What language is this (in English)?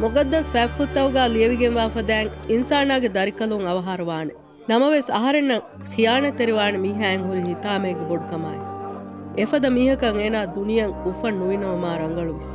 Divehi